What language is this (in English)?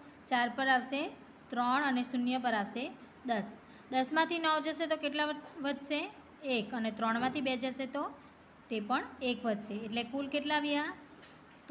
Gujarati